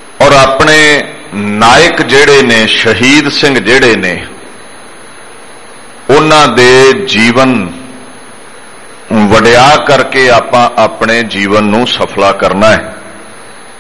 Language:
Punjabi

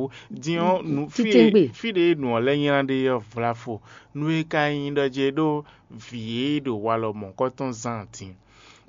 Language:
Fon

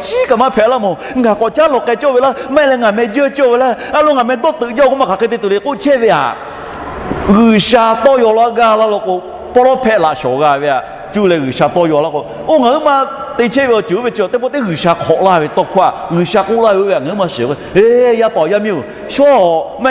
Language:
Lahu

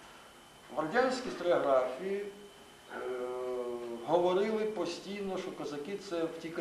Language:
Ukrainian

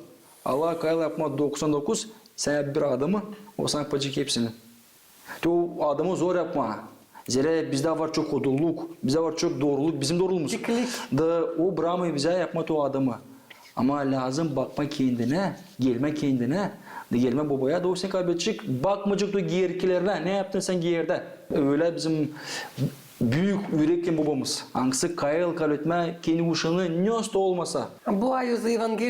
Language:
Gagauz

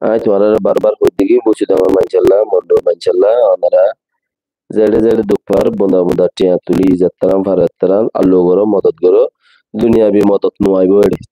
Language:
Rohingya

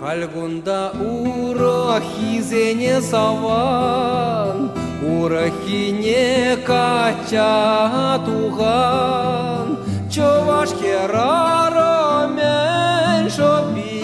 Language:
Chuvash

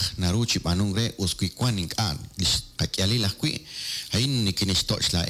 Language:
Kekchí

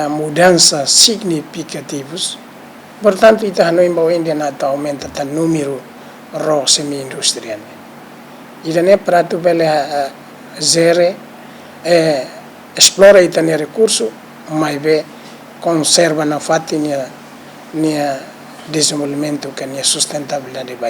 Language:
Tetum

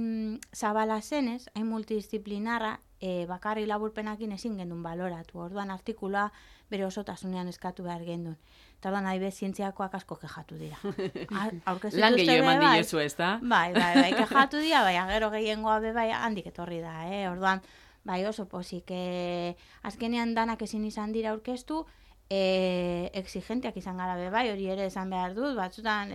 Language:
Basque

